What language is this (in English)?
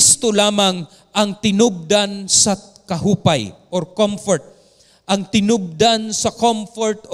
Cebuano